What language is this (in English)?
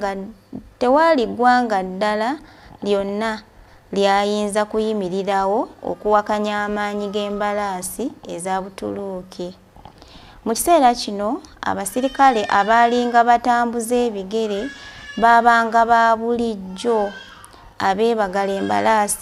Ganda